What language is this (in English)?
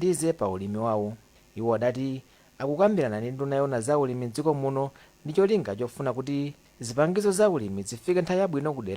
Nyanja